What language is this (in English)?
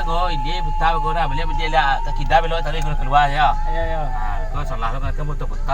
Minangkabau